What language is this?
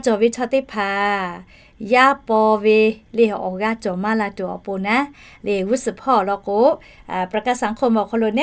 Lahu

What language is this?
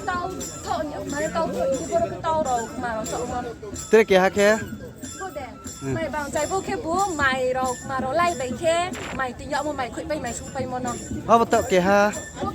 Riang (India)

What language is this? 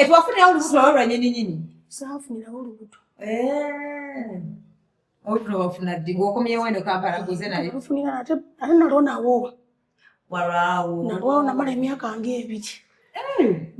Ganda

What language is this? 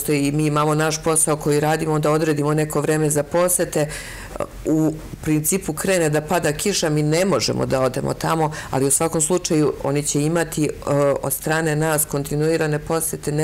Serbian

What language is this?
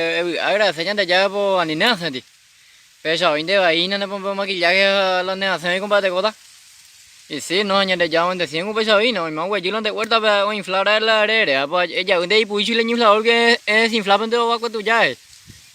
Guarani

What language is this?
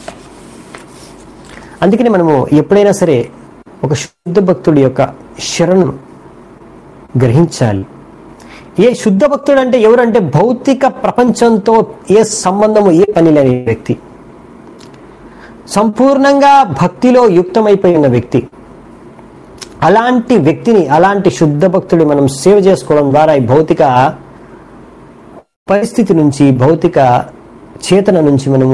Telugu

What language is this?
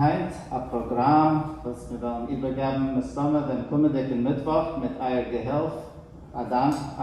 Yiddish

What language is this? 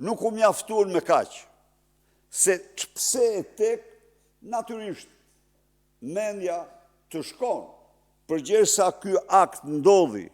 Albanian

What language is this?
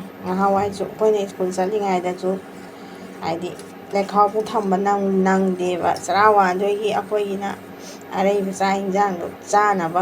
Manipuri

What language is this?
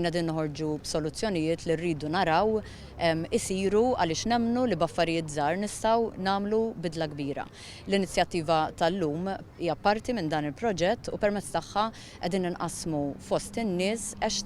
Maltese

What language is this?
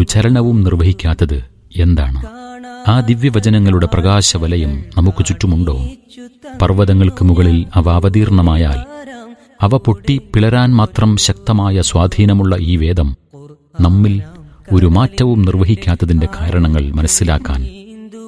Malayalam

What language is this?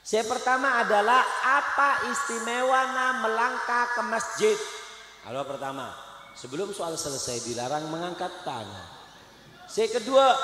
Madurese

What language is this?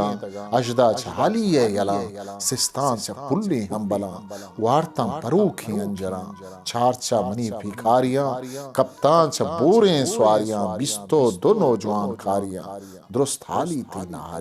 Eastern Balochi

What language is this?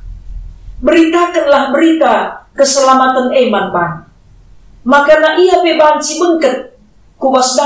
Batak Karo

